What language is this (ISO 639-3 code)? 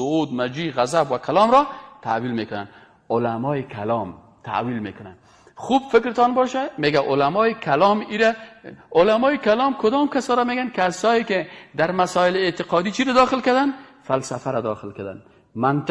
fas